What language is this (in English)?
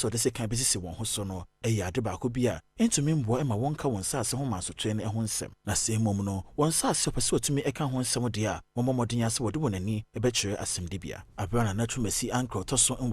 Akan